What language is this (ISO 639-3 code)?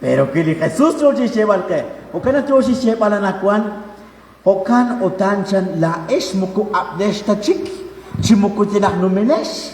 kek